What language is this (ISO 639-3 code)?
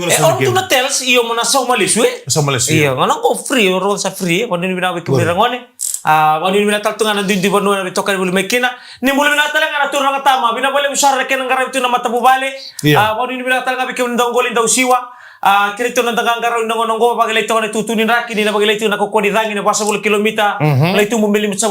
fij